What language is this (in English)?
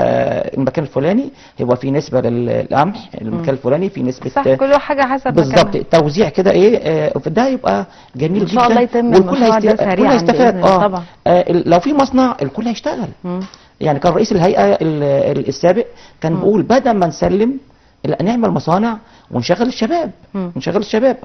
Egyptian Arabic